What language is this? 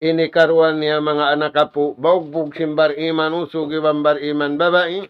Tausug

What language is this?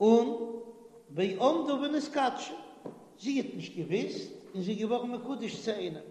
Yiddish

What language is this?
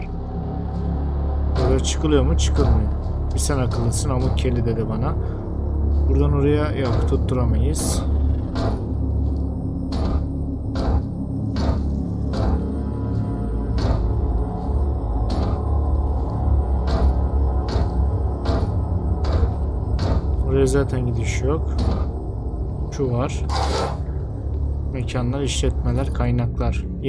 Turkish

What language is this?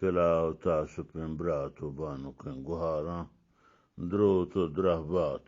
Eastern Balochi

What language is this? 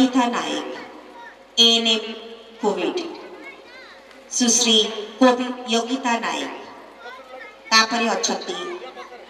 Odia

